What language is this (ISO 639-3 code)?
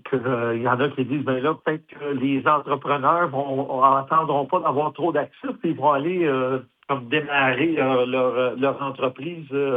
fra